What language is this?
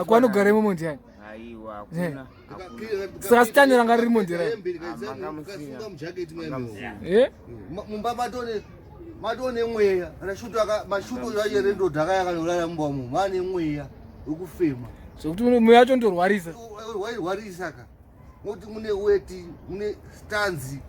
Shona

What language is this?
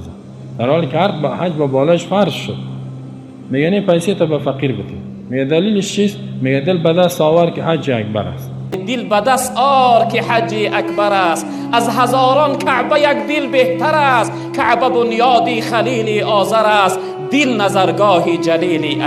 Persian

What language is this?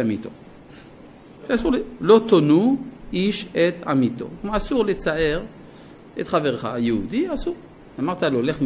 Hebrew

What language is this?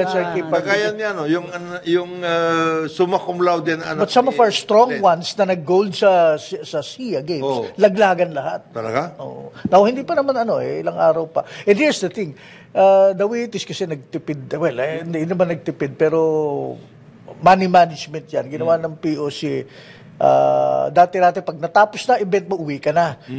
Filipino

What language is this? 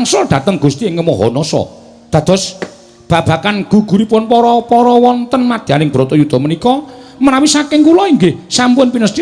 Javanese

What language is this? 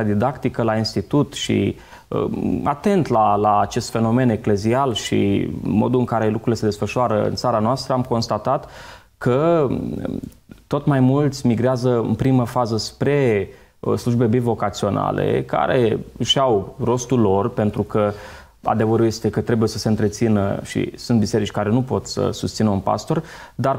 Romanian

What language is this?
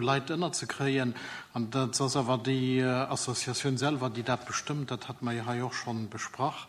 Luxembourgish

